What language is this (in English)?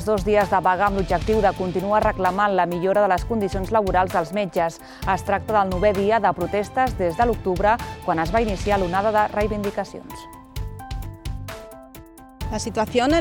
Catalan